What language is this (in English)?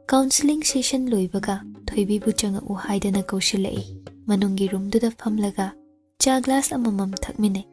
Manipuri